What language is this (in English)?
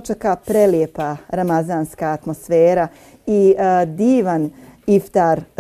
Bosnian